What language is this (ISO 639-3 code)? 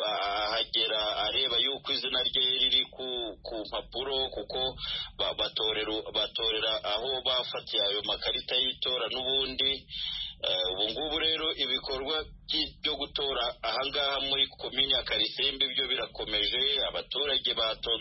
kin